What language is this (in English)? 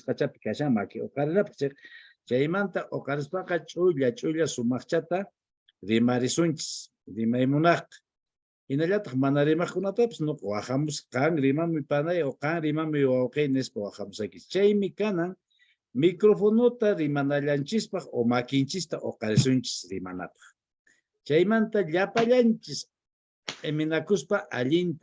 Quechua